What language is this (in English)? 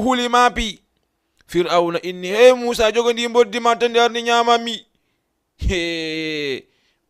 Fula